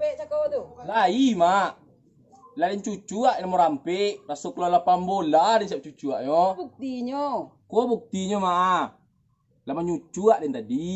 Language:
Minangkabau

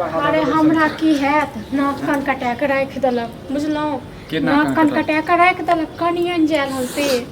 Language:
Maithili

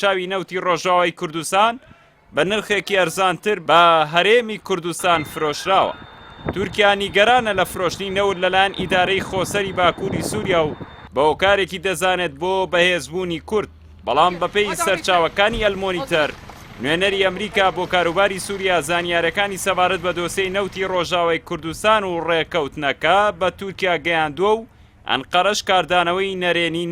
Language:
Central Kurdish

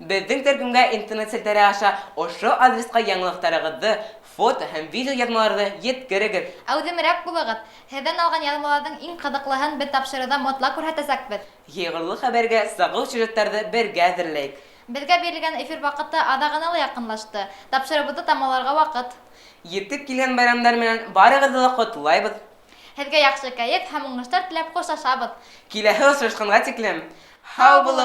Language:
Bashkir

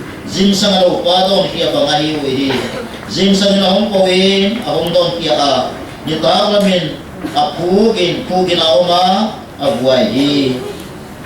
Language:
Paite Chin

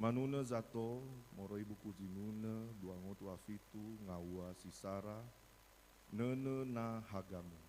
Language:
Nias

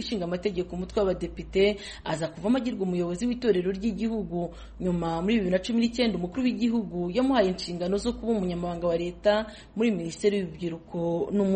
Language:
Kinyarwanda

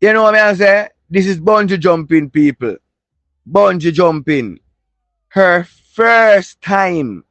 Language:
Jamaican Creole English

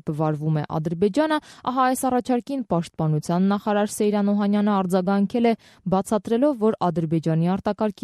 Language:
Armenian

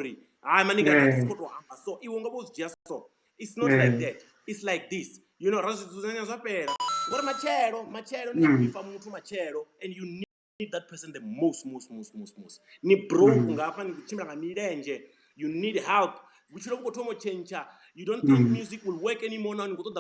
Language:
Venda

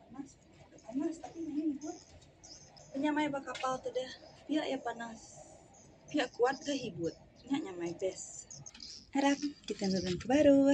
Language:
Iban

